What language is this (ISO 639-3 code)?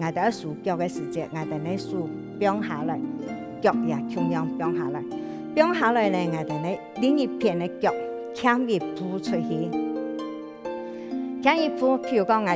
hak